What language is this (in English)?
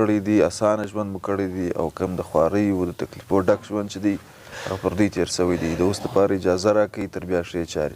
Pashto